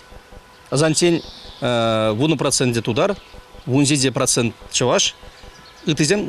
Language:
Chuvash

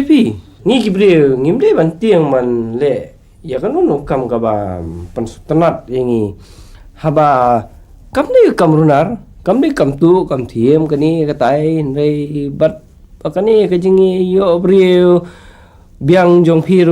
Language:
Khasi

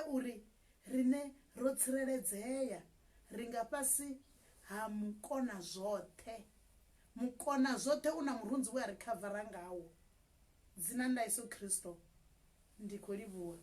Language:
Venda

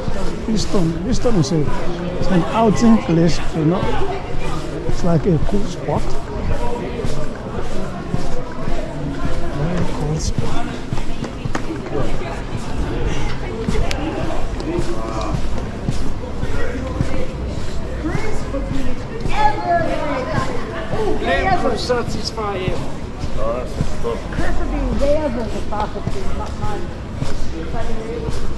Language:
English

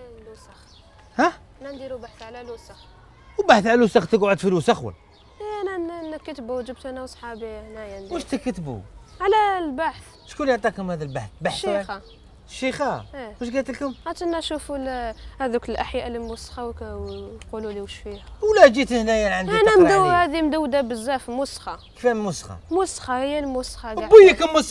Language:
Algerian Arabic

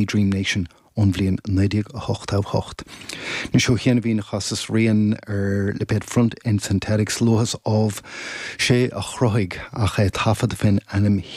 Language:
Irish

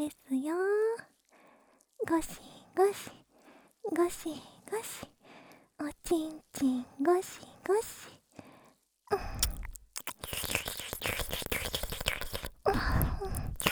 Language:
Japanese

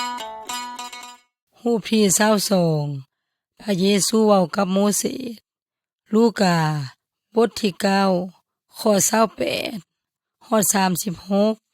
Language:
Yoy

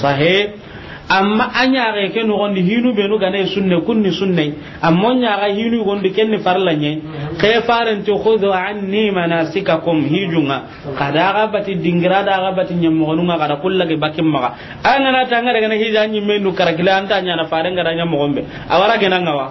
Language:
Soninke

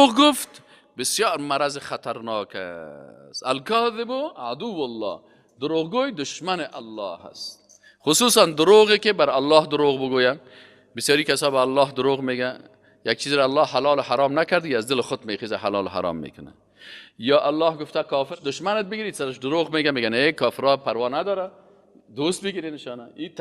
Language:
Persian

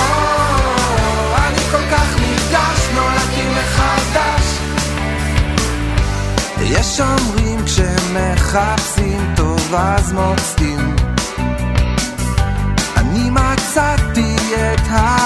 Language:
Hebrew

